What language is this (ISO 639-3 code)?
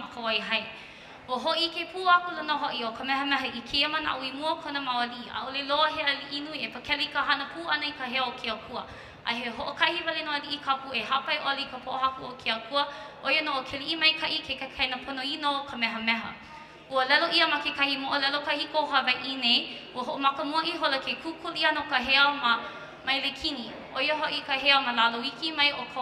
haw